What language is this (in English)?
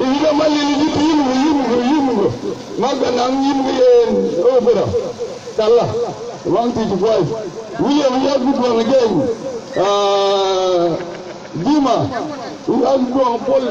Mabaan